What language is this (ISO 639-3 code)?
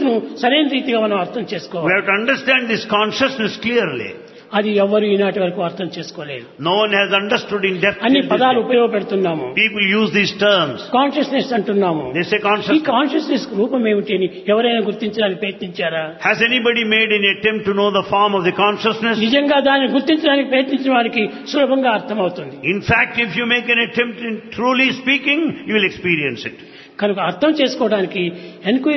tel